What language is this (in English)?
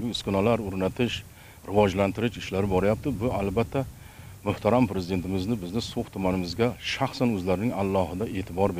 Uzbek